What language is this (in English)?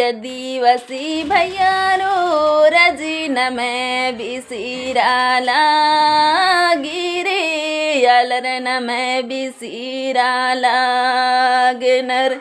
Kurukh